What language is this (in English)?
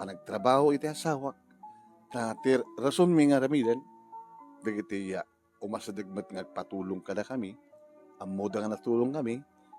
Iloko